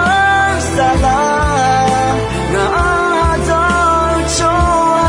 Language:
Akha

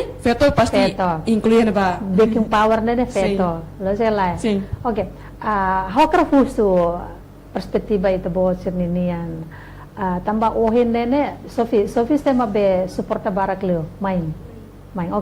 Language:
Tetum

